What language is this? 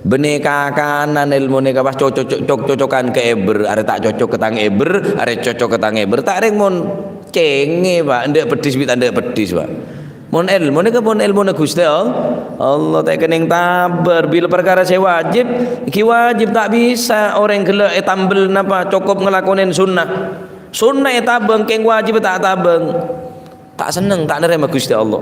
Madurese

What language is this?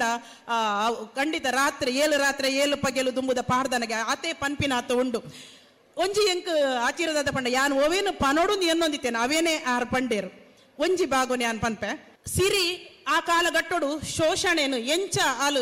Tulu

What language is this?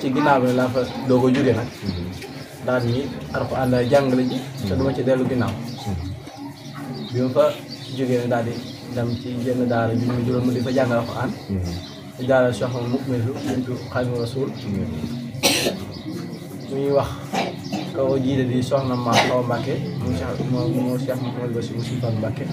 Wolof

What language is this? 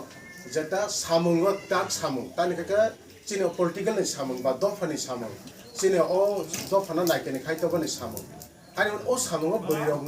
Kok Borok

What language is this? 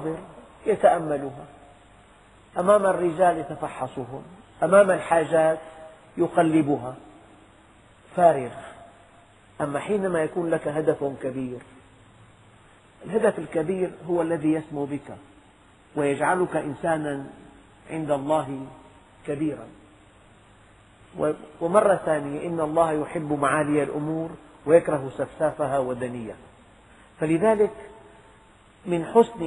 Arabic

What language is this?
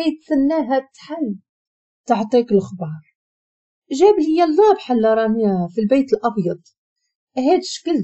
Moroccan Arabic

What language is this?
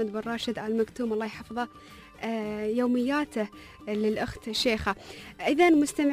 Gulf Arabic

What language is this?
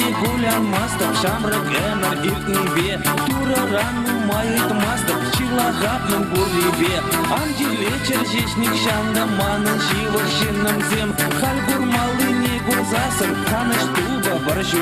Chuvash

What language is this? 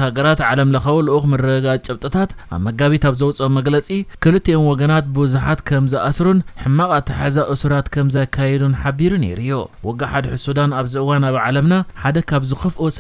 Tigrinya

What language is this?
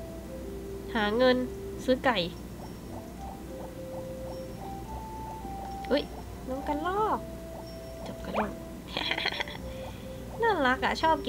Thai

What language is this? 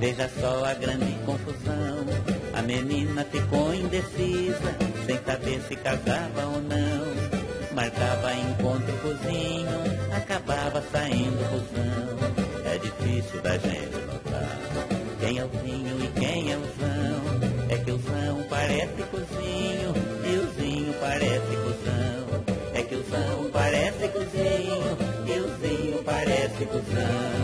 Portuguese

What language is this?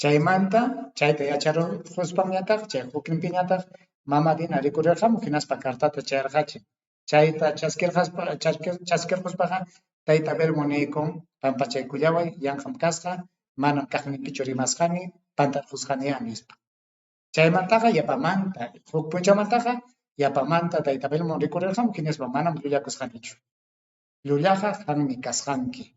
Ayacucho Quechua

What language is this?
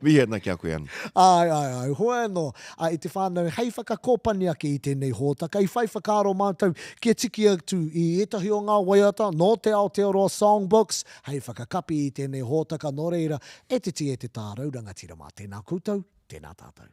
Māori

